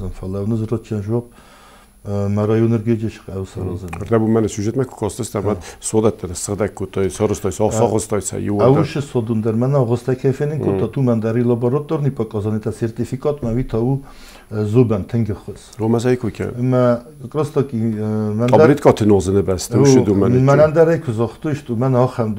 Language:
Ossetic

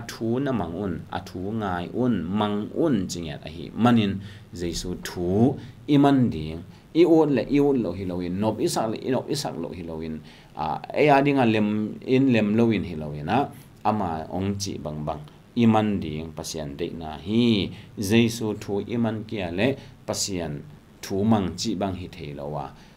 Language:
Tedim Chin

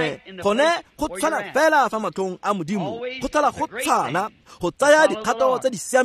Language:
Tswana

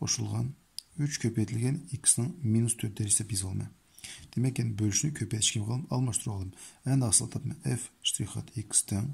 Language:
Uyghur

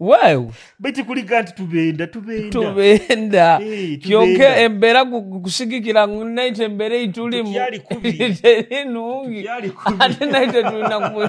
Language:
Nyoro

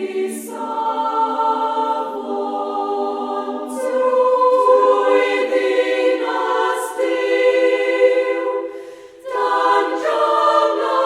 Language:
Welsh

